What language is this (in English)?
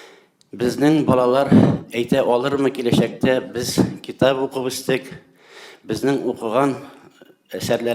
Tatar